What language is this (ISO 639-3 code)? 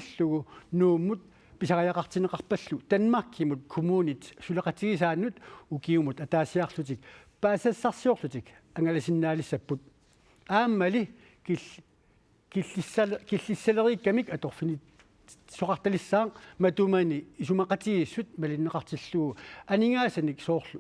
kal